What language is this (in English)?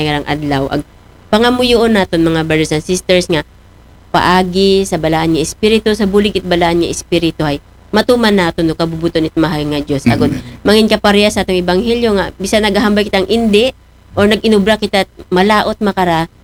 Aklanon